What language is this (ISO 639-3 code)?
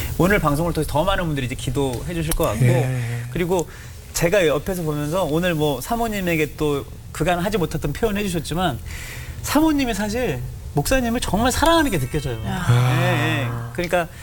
kor